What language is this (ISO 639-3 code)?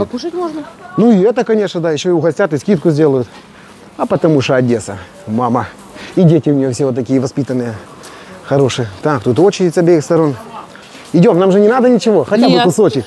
rus